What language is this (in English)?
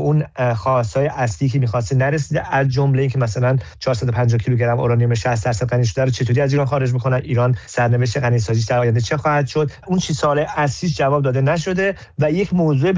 Persian